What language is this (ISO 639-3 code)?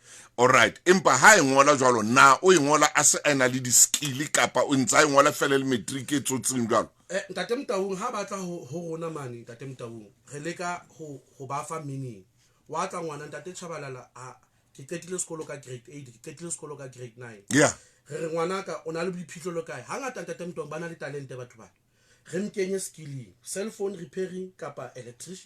sot